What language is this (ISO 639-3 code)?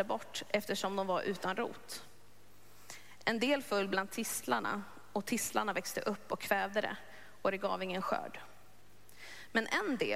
swe